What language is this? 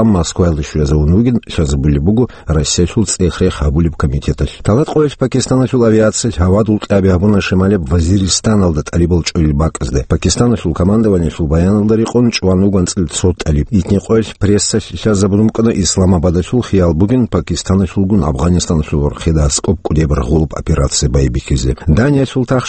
Avaric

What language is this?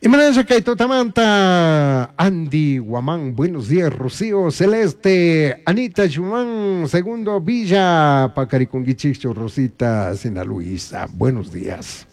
Chimborazo Highland Quichua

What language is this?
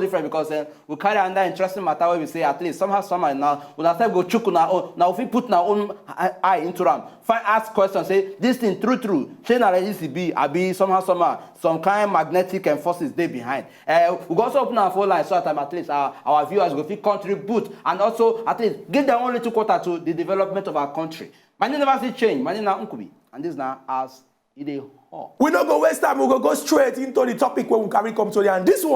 Nigerian Pidgin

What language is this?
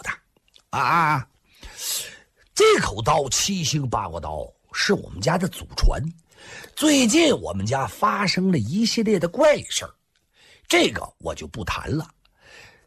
Chinese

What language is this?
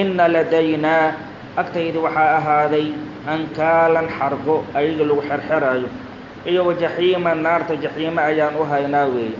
Somali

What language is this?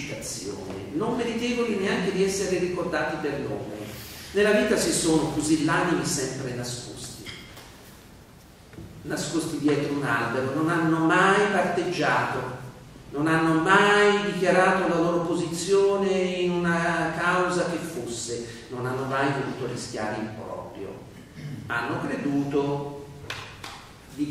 Italian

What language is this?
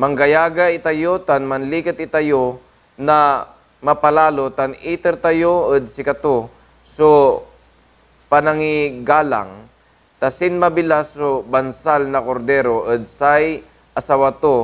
Pangasinan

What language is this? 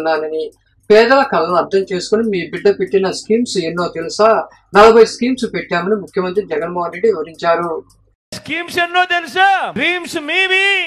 Telugu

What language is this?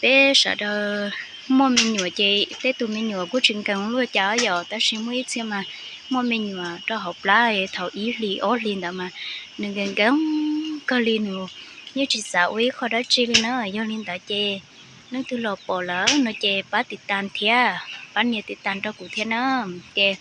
Hmong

